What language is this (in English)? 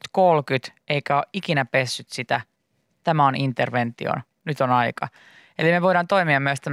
Finnish